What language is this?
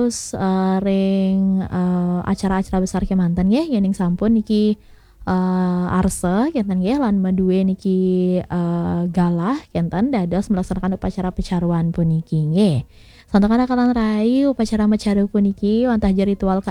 Balinese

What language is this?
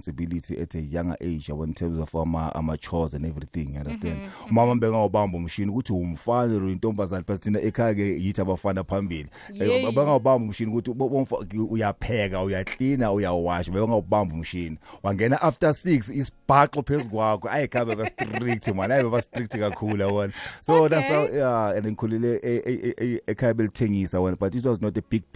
South Ndebele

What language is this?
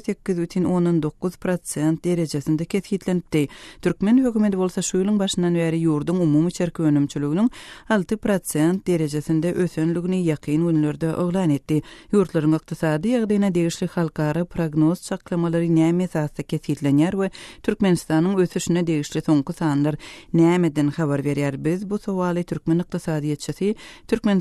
Turkmen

